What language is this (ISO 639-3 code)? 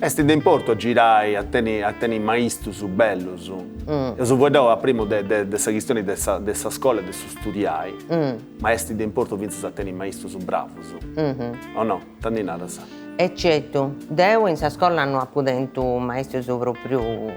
srd